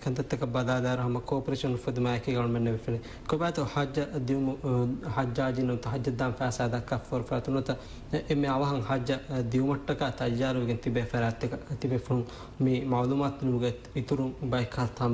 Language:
Divehi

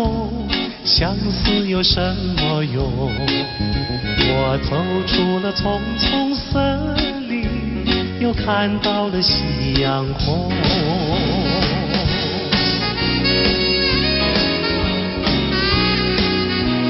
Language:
Chinese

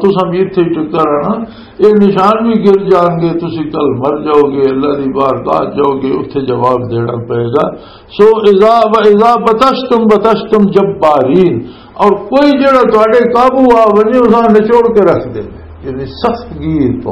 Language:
Western Panjabi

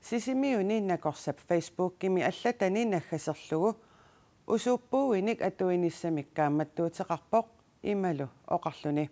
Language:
Kalaallisut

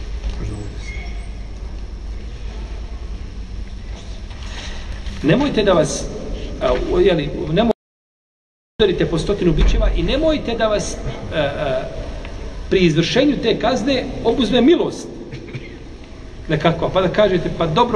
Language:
Bosnian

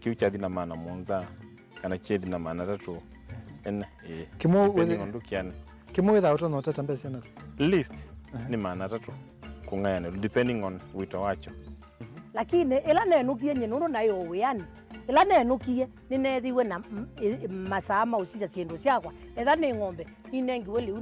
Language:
Kamba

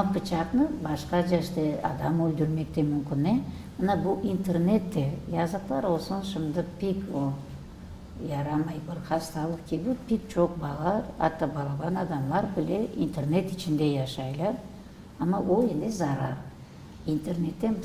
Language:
Crimean Tatar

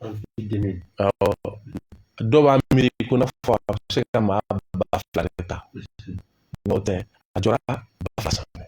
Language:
Bambara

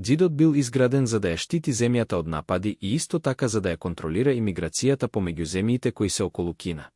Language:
Macedonian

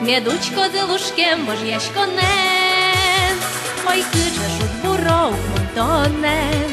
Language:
Udmurt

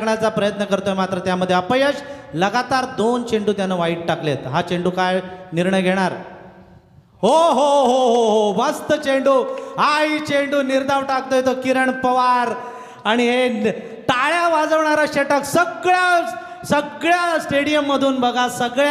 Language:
Marathi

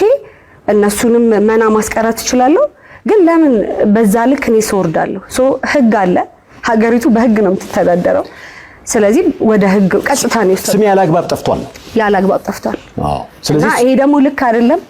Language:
Amharic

